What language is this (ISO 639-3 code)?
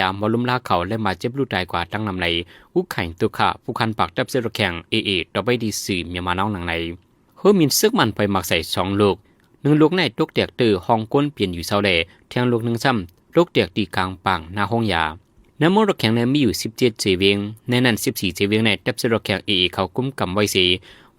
shn